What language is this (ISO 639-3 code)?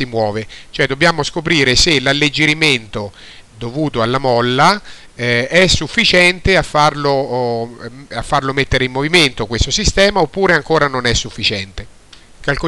ita